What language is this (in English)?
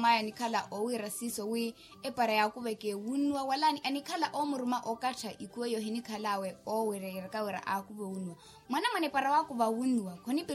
Makhuwa